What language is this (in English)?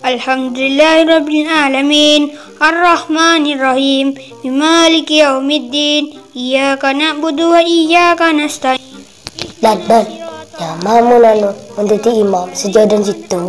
Madurese